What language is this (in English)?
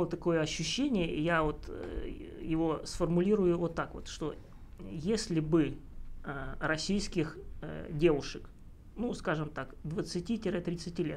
Russian